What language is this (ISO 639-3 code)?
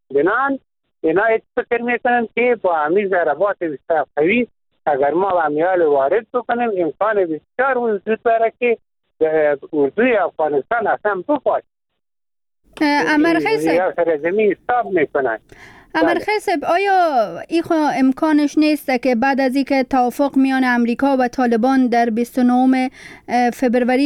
fas